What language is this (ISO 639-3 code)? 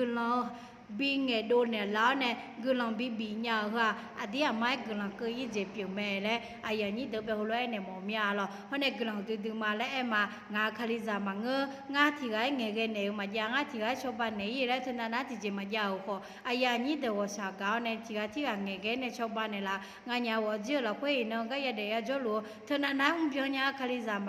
ahk